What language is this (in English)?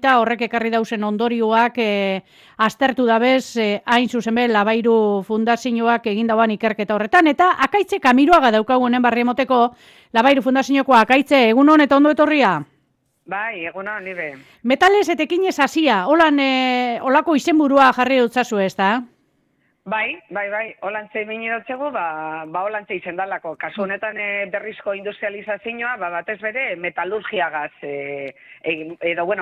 Basque